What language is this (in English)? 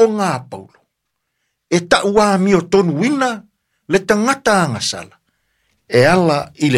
Samoan